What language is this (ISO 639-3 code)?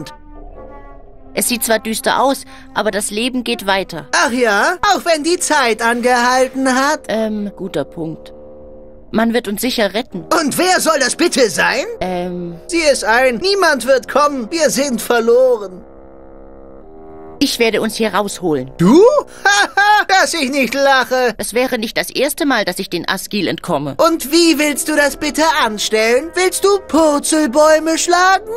deu